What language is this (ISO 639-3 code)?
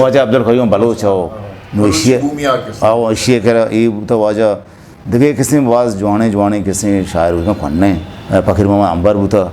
bgp